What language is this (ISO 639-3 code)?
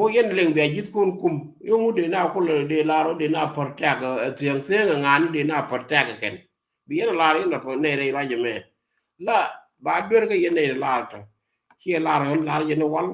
nus